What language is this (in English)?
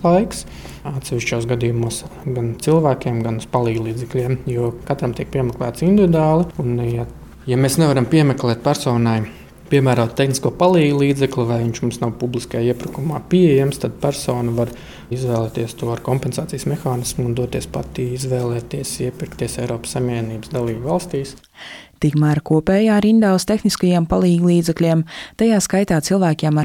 Latvian